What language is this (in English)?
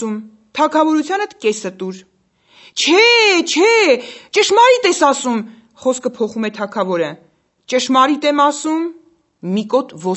Armenian